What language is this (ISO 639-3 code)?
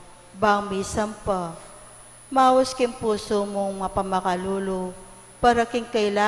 pam